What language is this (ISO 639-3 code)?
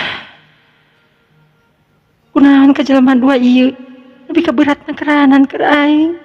sun